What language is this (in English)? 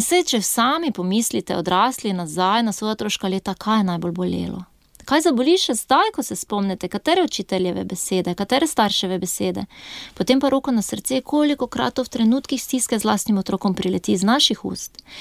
Slovenian